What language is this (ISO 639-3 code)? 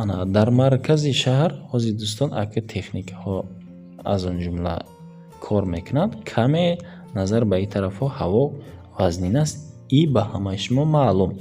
tgk